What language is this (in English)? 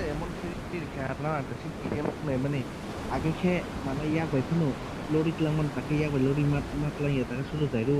Kok Borok